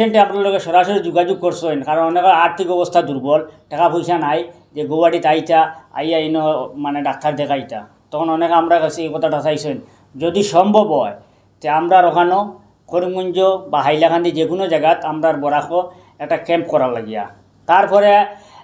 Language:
Sylheti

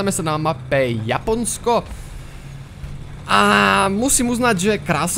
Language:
Slovak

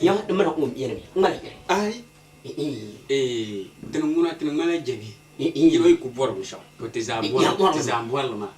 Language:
Dagbani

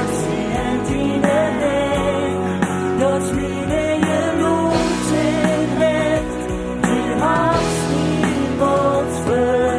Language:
Plautdietsch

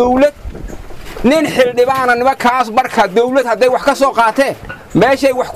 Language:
Somali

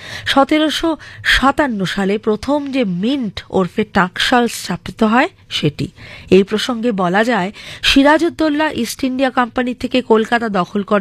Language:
Bangla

